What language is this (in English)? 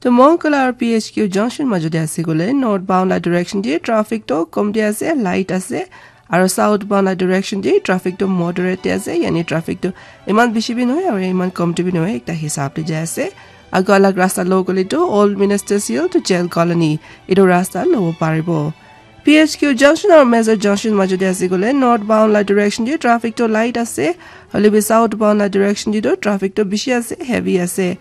Naga Pidgin